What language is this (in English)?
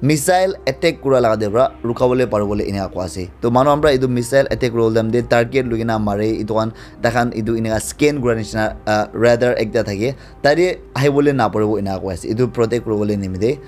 Naga Pidgin